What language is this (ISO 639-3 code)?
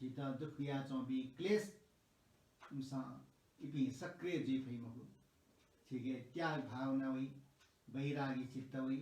new